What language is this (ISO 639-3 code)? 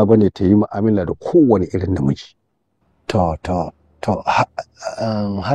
hau